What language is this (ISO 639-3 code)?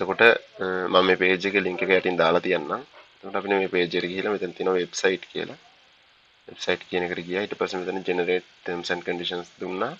sin